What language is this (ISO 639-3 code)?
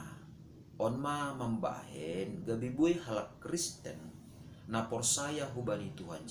bts